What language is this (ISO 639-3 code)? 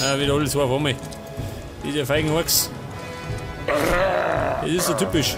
bar